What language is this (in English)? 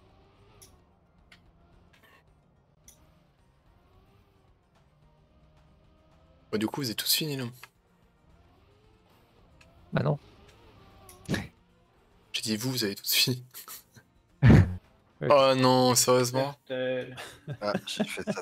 French